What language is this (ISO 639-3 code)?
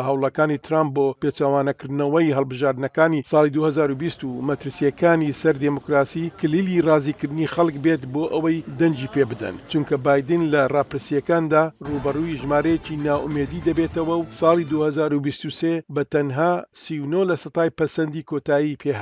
ckb